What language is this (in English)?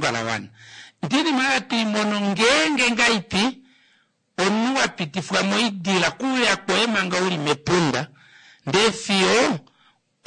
Kuanyama